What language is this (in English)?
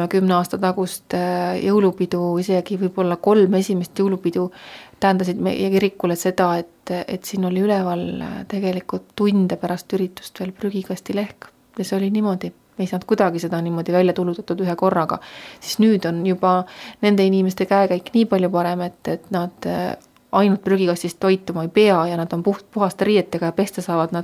Estonian